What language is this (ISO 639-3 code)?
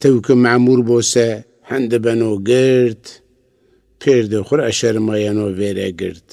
zza